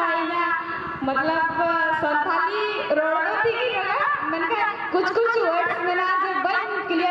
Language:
Santali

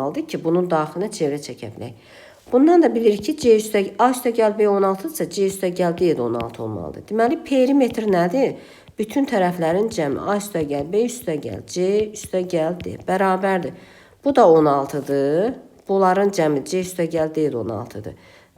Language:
Azerbaijani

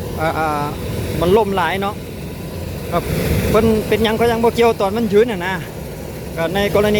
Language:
Lao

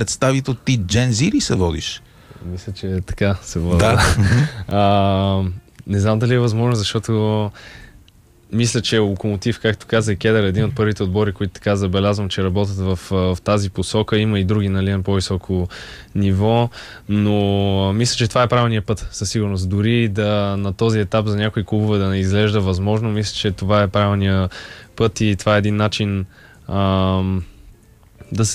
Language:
Bulgarian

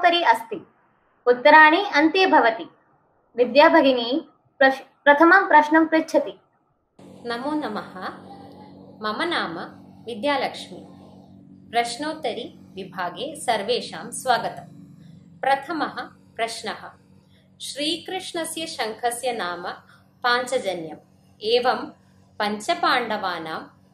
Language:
Sanskrit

